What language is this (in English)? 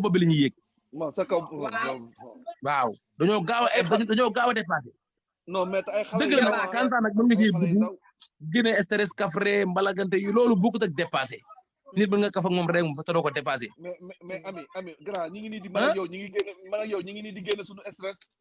Wolof